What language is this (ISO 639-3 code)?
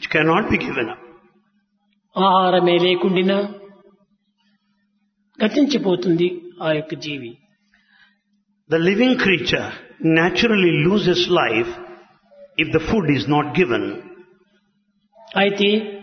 tel